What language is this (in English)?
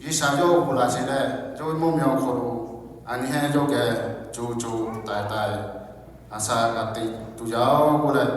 Lahu